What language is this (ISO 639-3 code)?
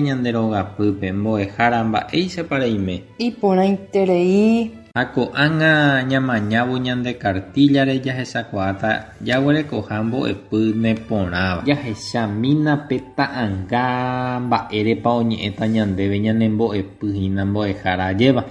grn